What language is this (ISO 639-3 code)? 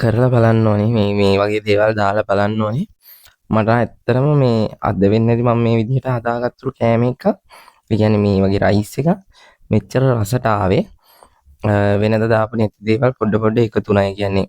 sin